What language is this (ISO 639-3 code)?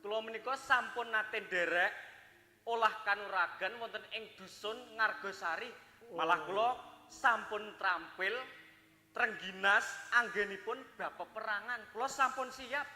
jav